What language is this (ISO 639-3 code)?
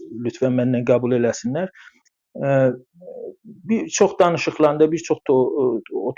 azb